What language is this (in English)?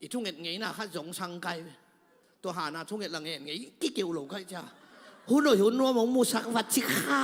Tedim Chin